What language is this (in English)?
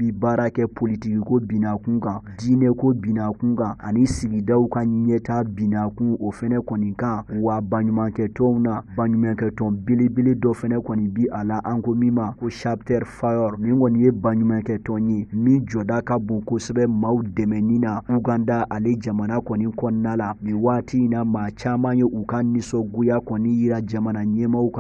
Bambara